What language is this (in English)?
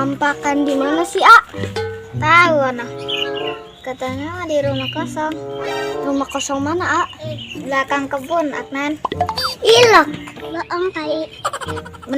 Betawi